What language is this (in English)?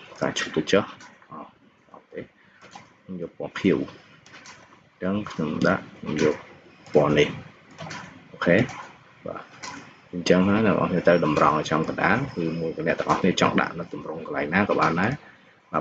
Khmer